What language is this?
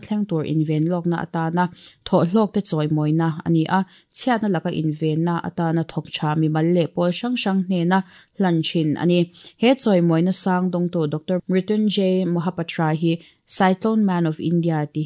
Mizo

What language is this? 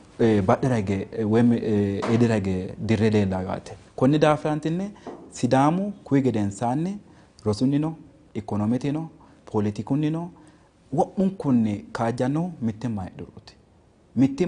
Sidamo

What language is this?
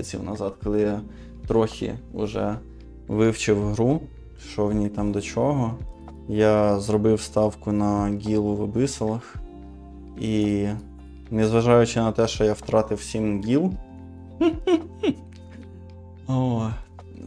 Ukrainian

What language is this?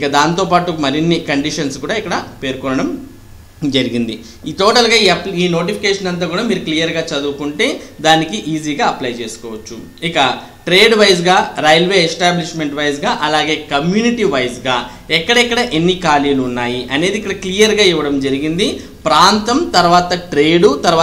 Telugu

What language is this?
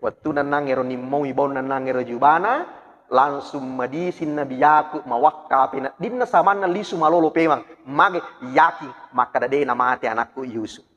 Buginese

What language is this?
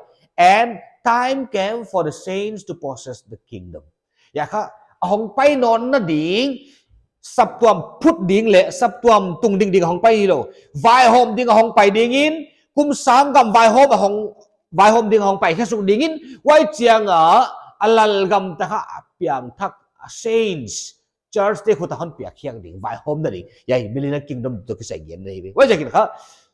Paite Chin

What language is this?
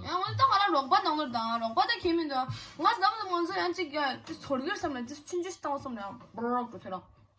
Tibetan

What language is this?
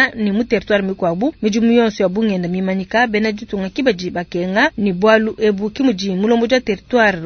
Luba-Lulua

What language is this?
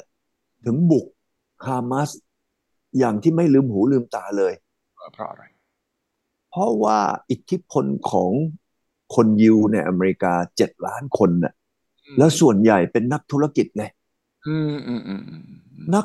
Thai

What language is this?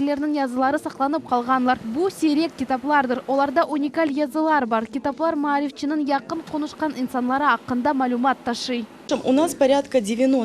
Crimean Tatar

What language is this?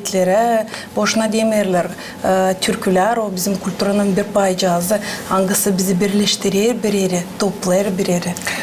Gagauz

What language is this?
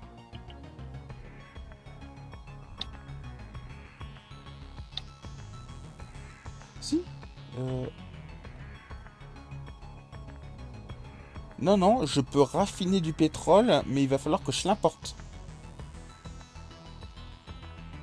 French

